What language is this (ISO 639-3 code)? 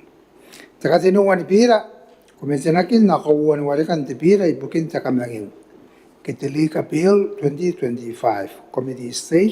gil